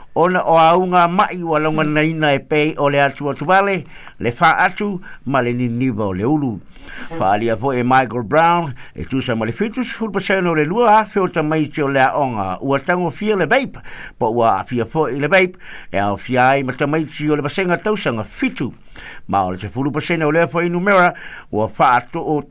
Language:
Samoan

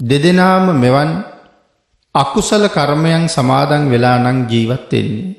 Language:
Sinhala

